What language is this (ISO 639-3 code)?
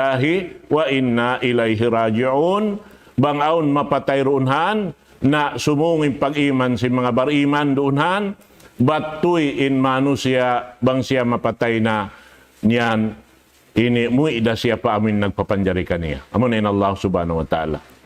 tsg